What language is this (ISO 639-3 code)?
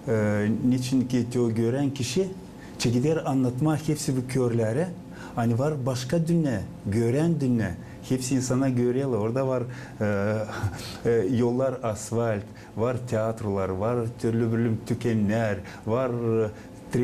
gag